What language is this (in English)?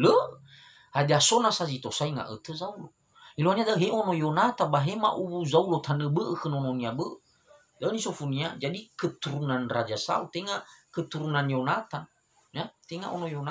Nias